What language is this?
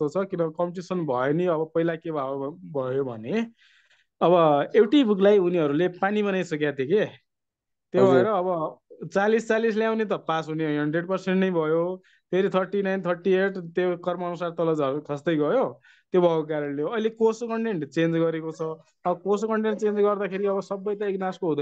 Nepali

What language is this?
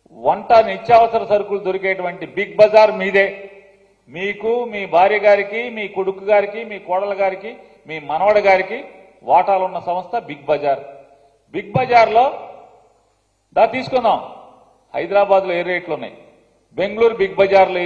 Telugu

